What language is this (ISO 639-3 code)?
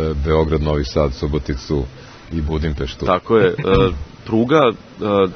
srp